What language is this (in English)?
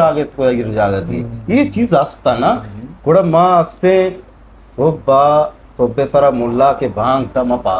Eastern Balochi